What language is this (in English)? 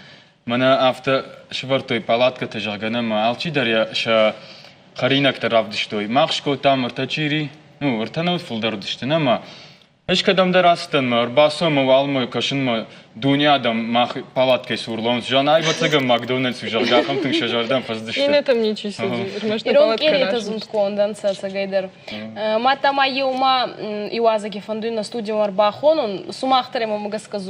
Ossetic